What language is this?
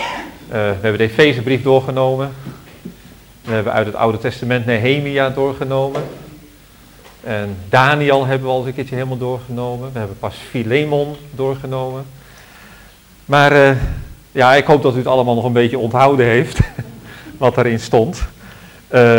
Dutch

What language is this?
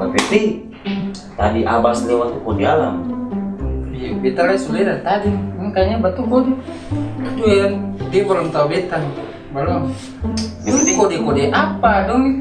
Ambonese Malay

